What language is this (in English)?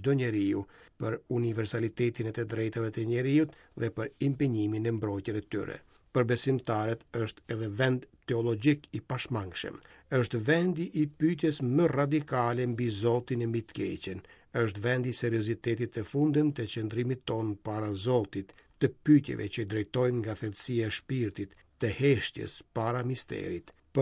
Albanian